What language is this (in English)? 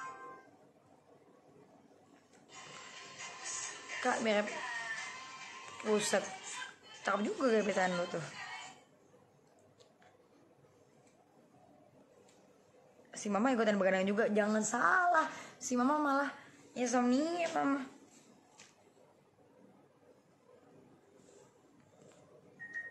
Indonesian